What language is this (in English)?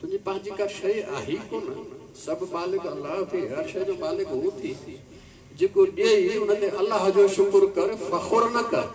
Sindhi